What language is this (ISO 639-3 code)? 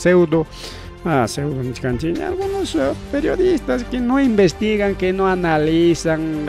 quy